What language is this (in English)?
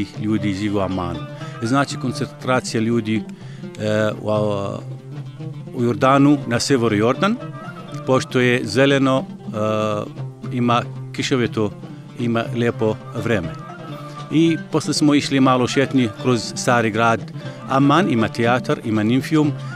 Serbian